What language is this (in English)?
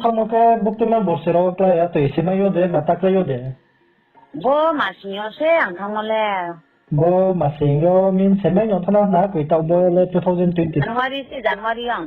Riang (India)